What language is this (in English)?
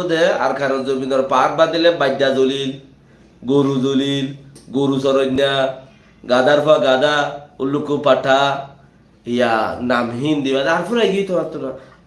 Rohingya